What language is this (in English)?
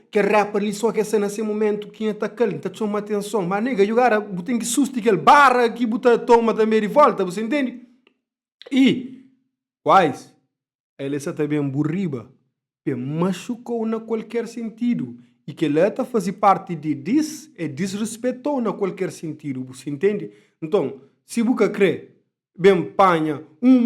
Kabuverdianu